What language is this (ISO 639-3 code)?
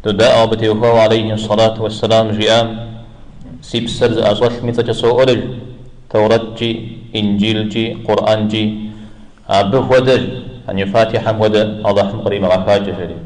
kbd